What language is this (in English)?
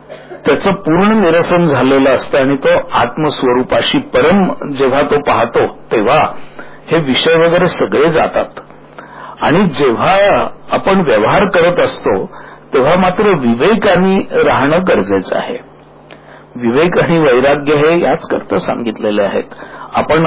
Marathi